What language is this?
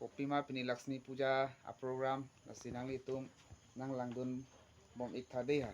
Karbi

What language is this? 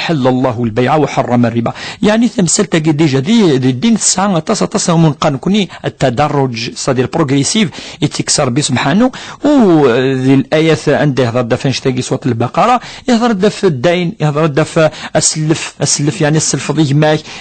Kabyle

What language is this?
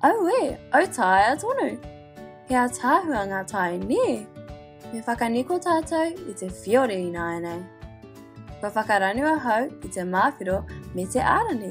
Māori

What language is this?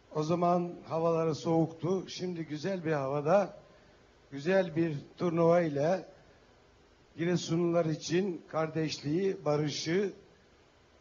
Turkish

